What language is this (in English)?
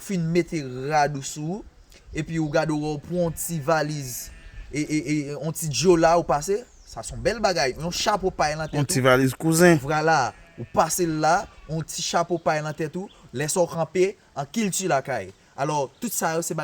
Haitian Creole